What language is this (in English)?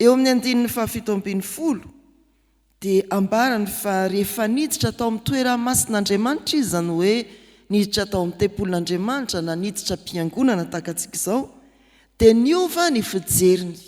Malagasy